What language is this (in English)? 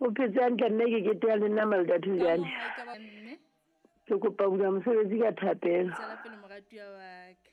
Southern Sotho